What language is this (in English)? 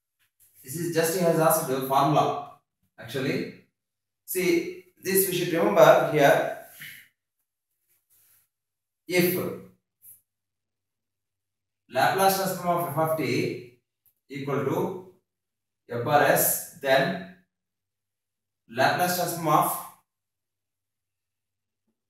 English